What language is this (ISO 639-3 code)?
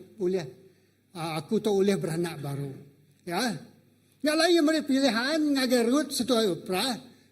iba